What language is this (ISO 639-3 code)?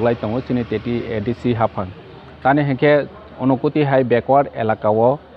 trp